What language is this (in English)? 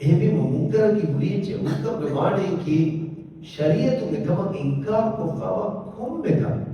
Divehi